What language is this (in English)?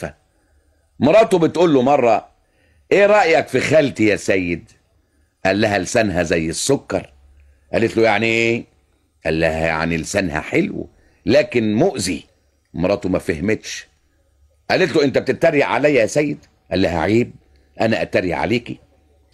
Egyptian Arabic